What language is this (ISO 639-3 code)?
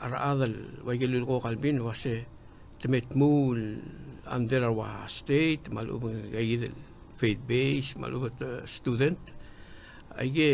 pau